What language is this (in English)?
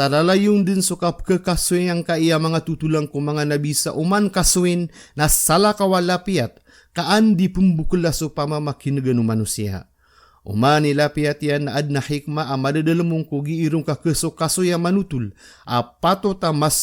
Maranao